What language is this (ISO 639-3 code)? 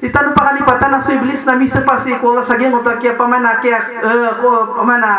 mrw